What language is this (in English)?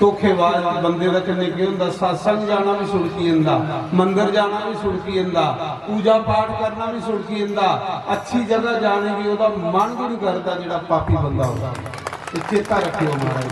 Dogri